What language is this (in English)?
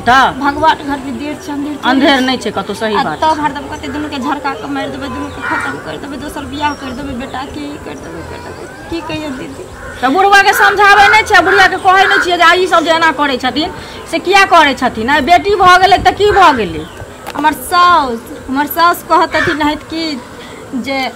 Maithili